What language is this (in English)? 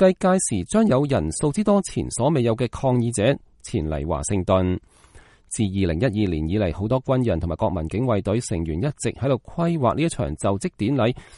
Cantonese